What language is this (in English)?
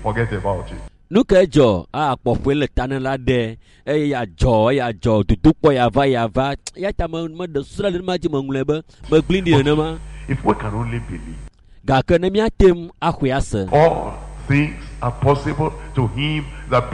Ewe